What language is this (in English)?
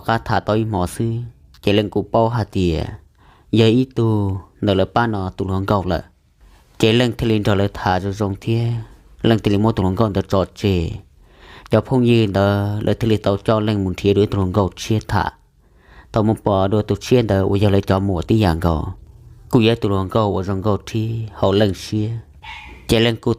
Hmong